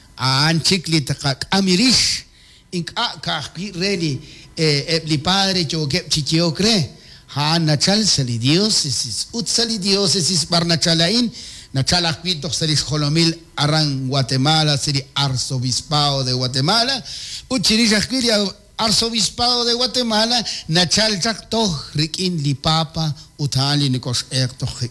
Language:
Kekchí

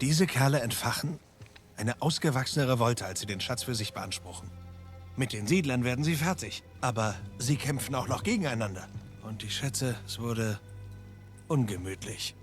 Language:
Swiss German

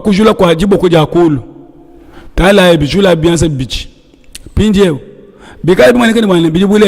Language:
Luba-Lulua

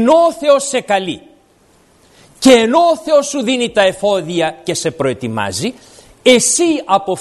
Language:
Greek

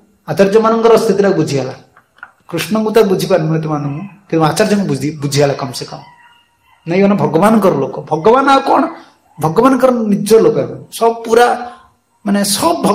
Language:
Odia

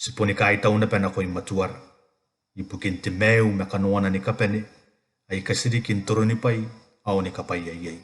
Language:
Gilbertese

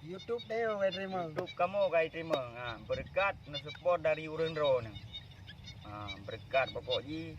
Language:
Achinese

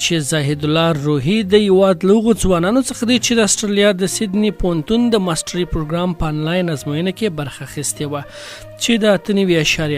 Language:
Pashto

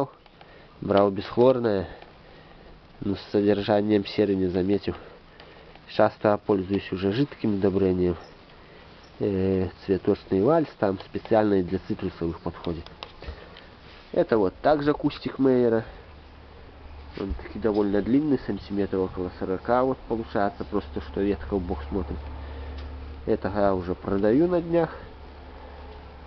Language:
Russian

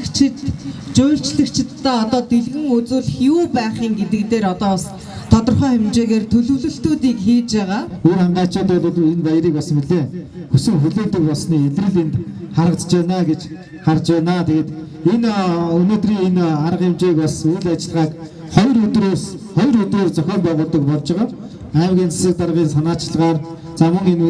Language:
Mongolian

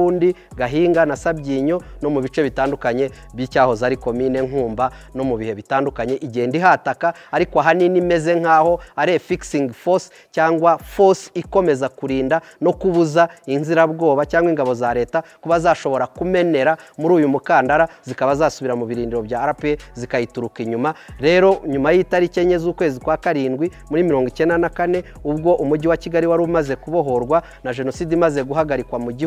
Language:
Kinyarwanda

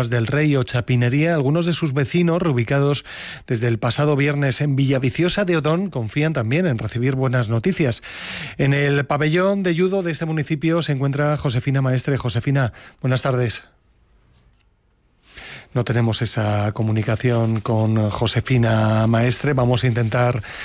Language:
Spanish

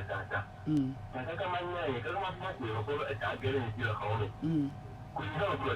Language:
Ewe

